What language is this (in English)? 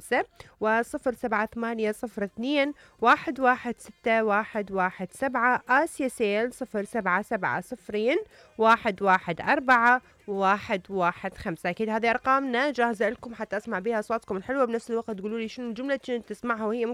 Mesopotamian Arabic